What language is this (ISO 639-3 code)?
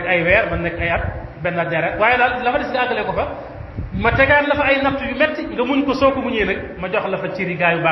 wol